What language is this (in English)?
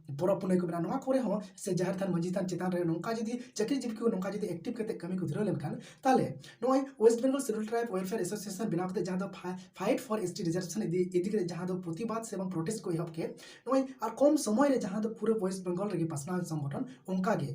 Santali